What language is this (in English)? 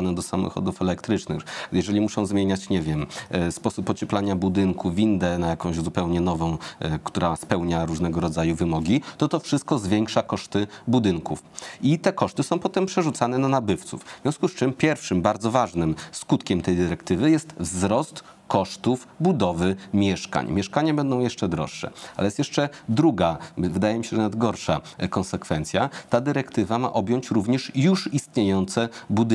Polish